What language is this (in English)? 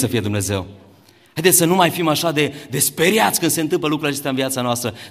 Romanian